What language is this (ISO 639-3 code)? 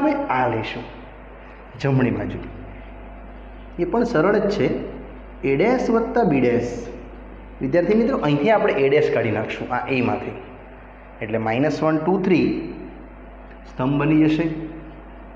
guj